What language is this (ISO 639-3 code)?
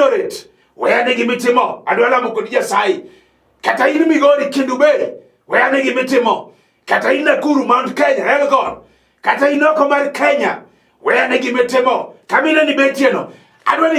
luo